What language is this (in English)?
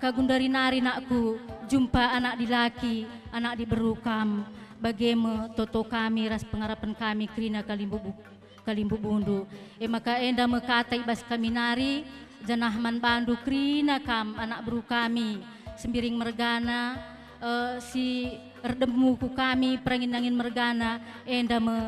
Batak Karo